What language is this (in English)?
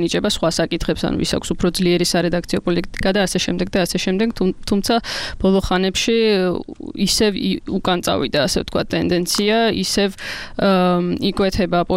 Georgian